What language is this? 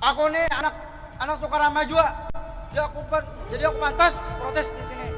Banjar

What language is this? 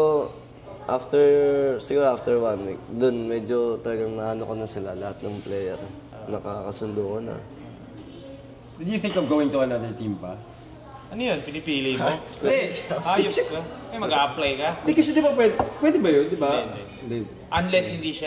Filipino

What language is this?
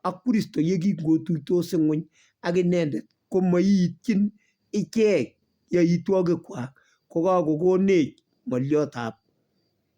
Kalenjin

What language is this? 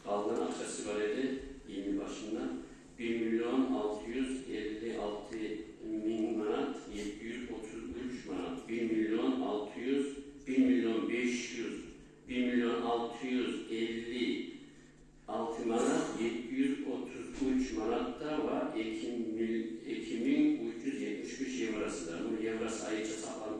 Kumyk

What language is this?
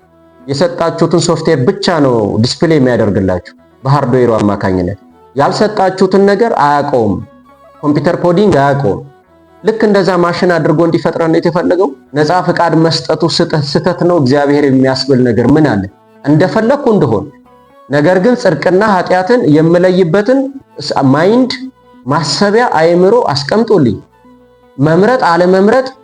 Amharic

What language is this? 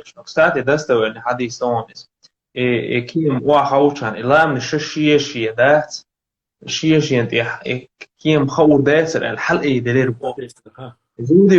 Chechen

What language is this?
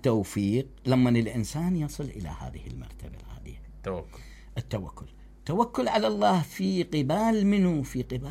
Mesopotamian Arabic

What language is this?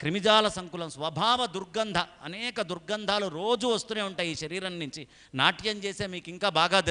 Telugu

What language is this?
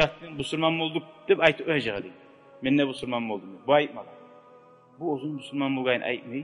Kumyk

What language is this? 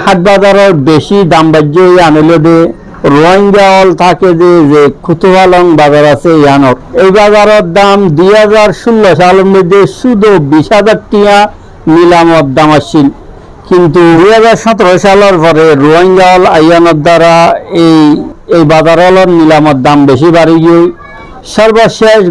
Rohingya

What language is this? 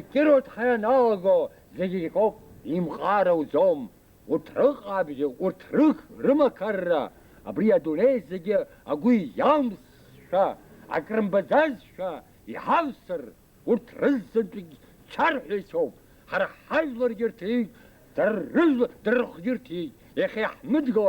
Abkhazian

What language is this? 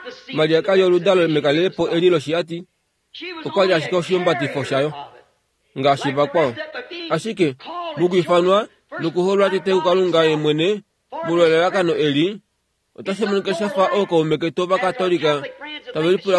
Kuanyama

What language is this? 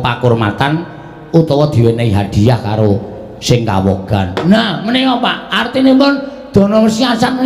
Javanese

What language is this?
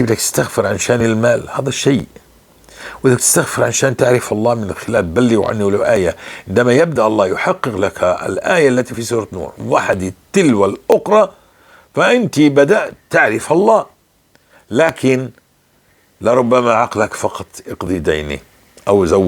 North Levantine Arabic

